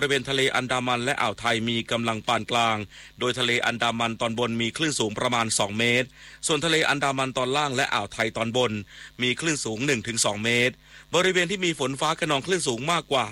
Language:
Thai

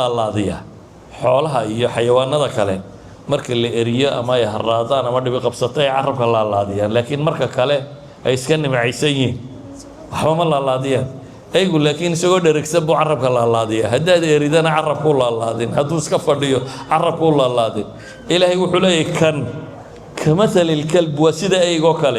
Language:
Somali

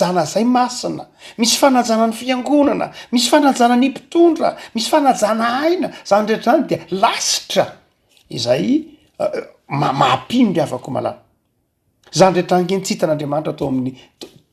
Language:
Malagasy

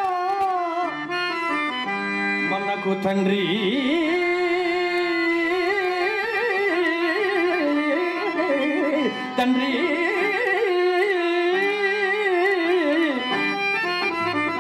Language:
Telugu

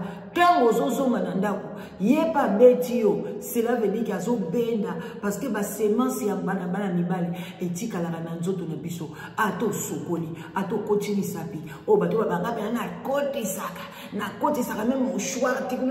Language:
Lingala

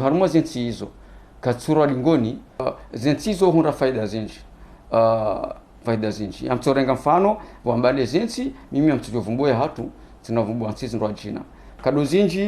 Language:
Ngazidja Comorian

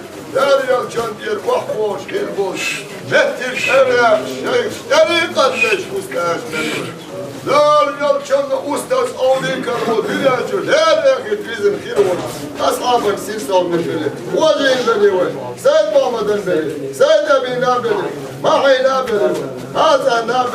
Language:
Chechen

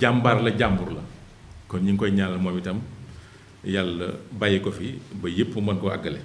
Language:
Wolof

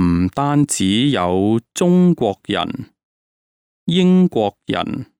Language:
Cantonese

